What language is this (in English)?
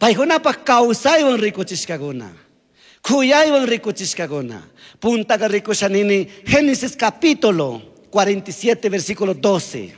Chimborazo Highland Quichua